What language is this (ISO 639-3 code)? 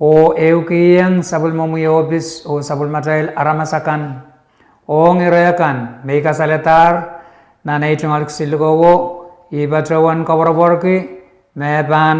pon